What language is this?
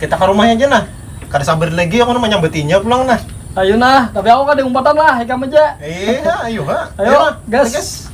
Banjar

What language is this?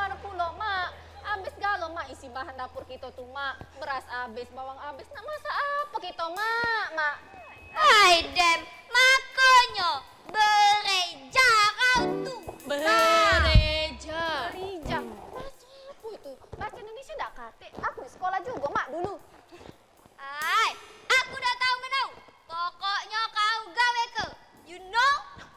Musi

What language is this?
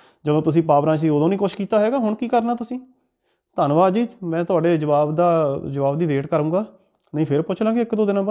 Punjabi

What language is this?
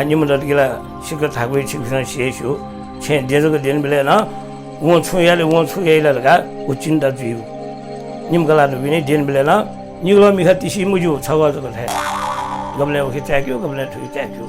Newari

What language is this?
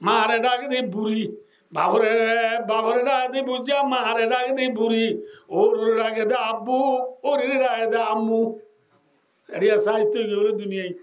Rohingya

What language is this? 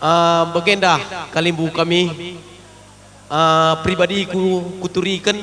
Batak Karo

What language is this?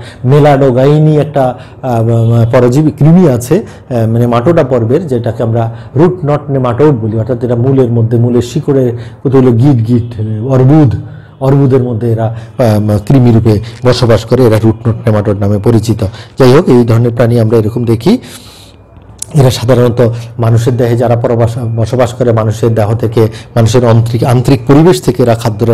Bangla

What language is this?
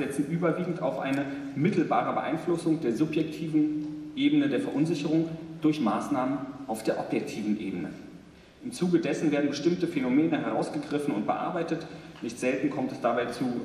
German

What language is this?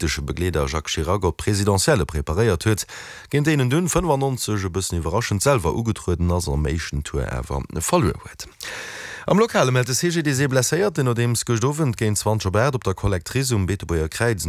Luxembourgish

